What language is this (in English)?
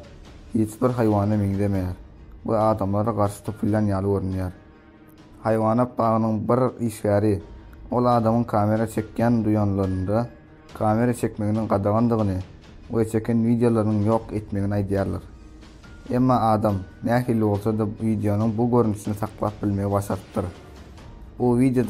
Turkmen